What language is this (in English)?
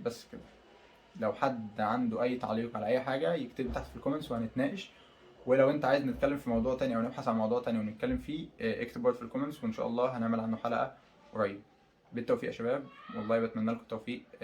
Egyptian Arabic